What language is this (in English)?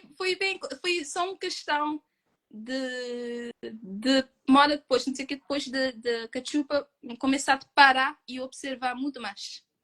Kabuverdianu